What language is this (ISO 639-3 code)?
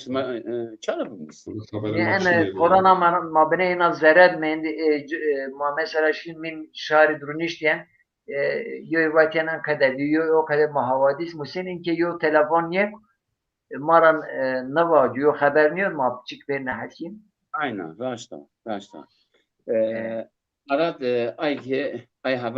zza